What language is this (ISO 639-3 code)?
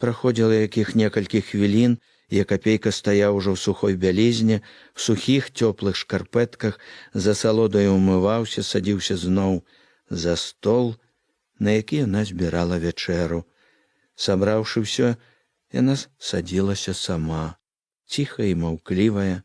bel